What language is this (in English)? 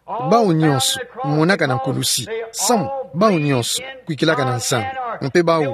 Kituba (Democratic Republic of Congo)